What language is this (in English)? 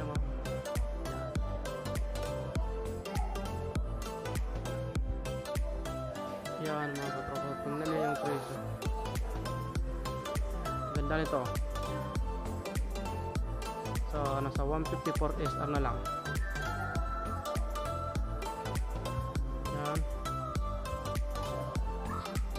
Filipino